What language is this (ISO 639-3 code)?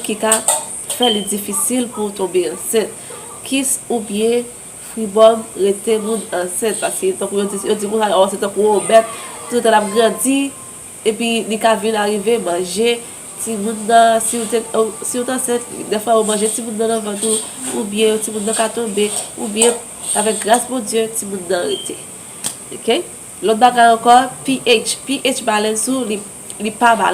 hat